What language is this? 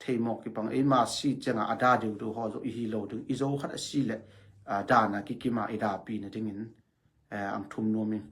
Tedim Chin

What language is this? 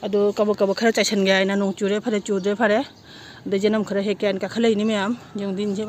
Manipuri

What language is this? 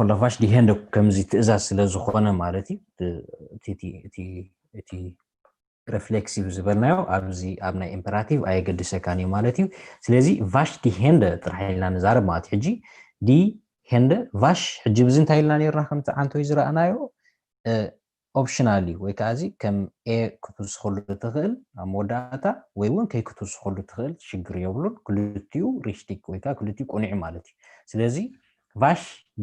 Tigrinya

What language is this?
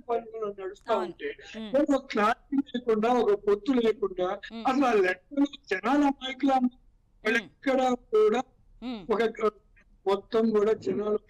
Telugu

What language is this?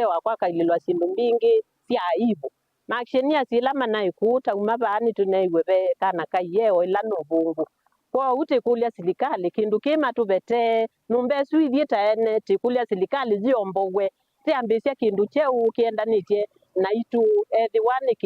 Kamba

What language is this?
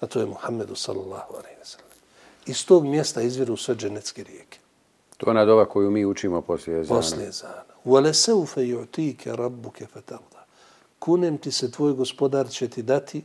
Bosnian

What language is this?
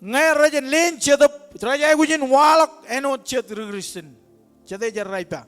Marshallese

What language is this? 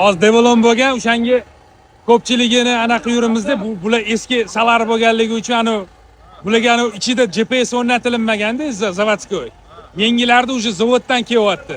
Uzbek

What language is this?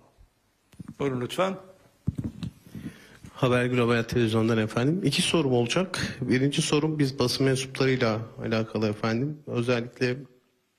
Turkish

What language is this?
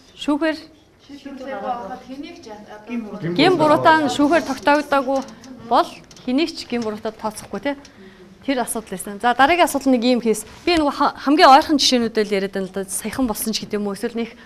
Mongolian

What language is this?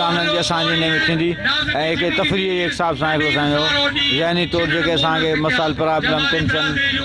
Sindhi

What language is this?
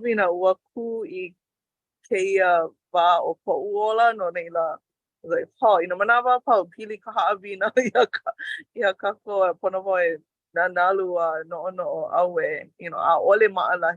Hawaiian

